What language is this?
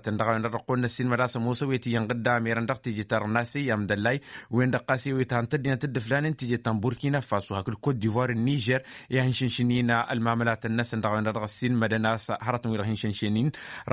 Tamasheq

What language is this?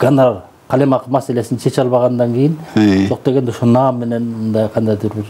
Kyrgyz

